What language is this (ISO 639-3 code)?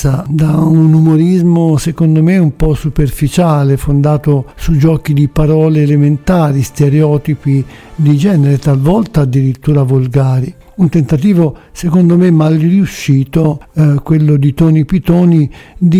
ita